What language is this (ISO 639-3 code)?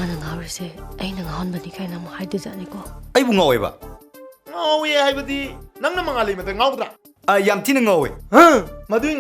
mni